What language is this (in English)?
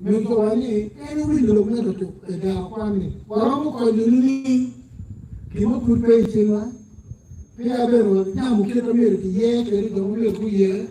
Acoli